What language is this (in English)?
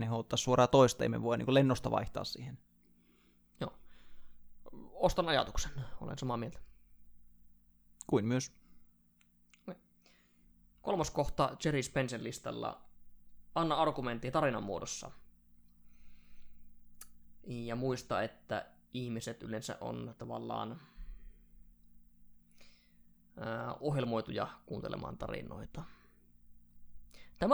Finnish